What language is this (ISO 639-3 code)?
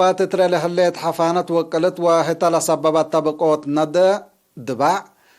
tig